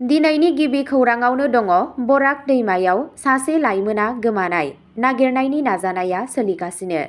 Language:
Bodo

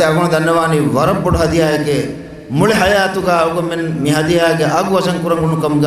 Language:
Divehi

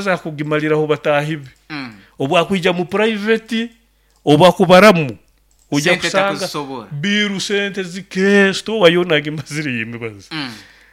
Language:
Nyoro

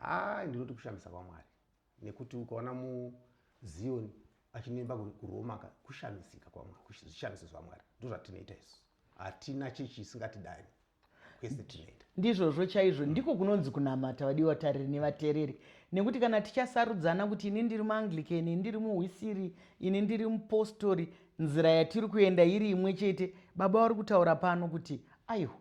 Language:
Shona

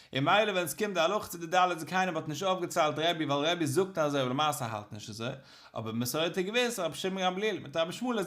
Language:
Yiddish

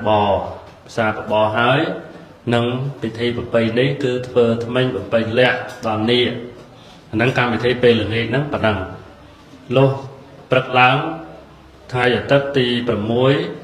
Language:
Khmer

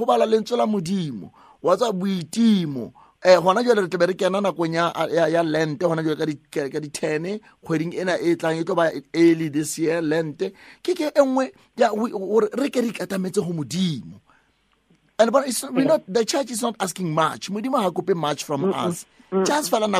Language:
Southern Sotho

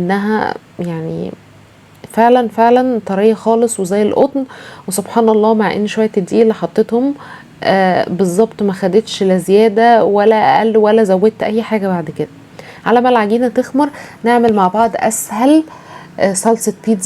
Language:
Egyptian Arabic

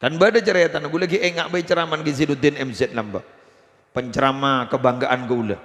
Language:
Madurese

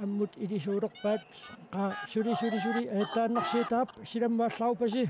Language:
Kalaallisut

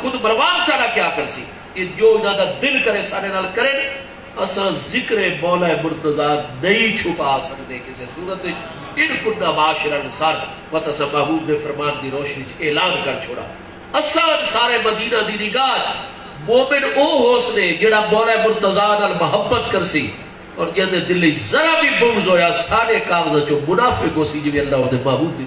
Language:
Saraiki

